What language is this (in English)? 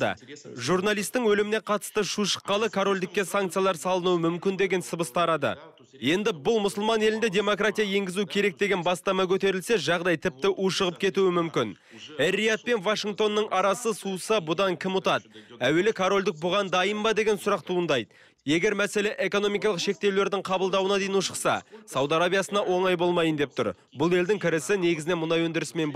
Kazakh